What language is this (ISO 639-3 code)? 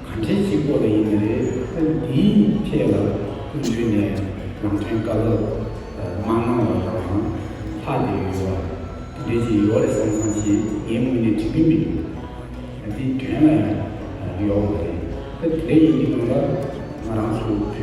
bod